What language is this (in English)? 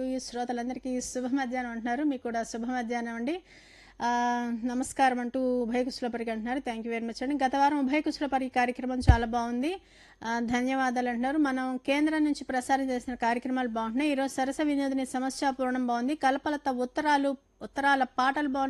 Telugu